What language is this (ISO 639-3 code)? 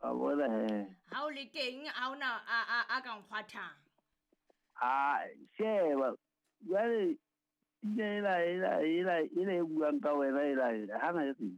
sot